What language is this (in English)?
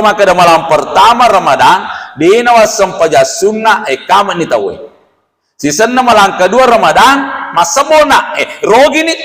Buginese